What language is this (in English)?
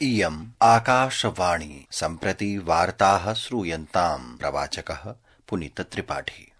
Sanskrit